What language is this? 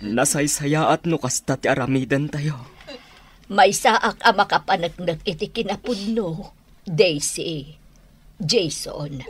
Iloko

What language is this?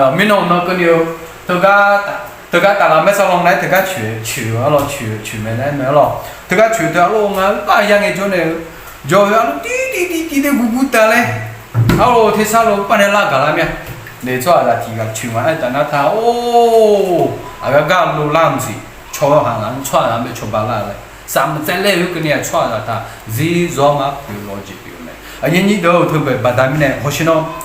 Akha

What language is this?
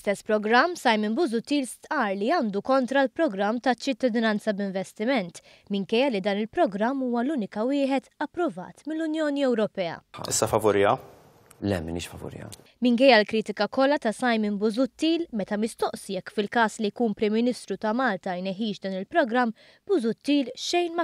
Maltese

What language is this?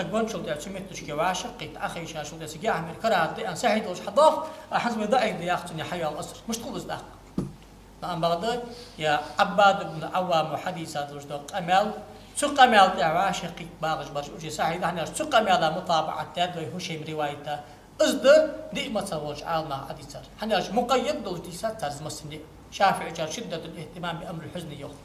Ingush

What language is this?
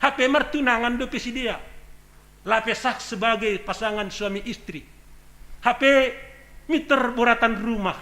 Batak Simalungun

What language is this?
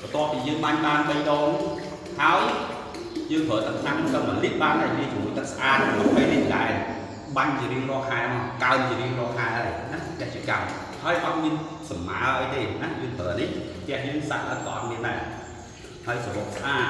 Khmer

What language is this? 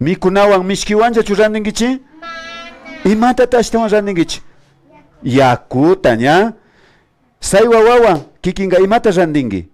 Imbabura Highland Quichua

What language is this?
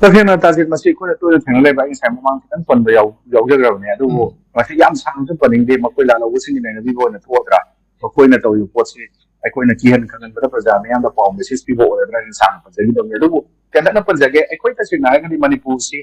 Manipuri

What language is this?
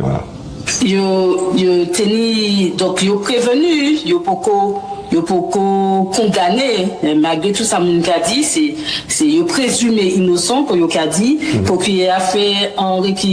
Guadeloupean Creole French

